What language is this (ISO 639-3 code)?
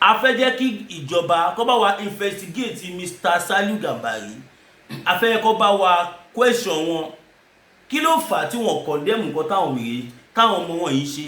yor